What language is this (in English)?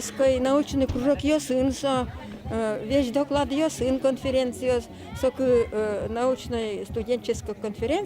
Udmurt